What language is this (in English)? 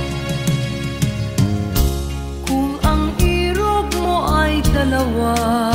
Filipino